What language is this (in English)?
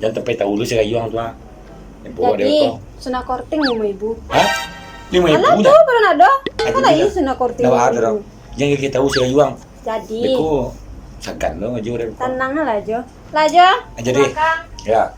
Minangkabau